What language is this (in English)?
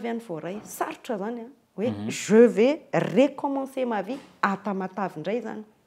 Malagasy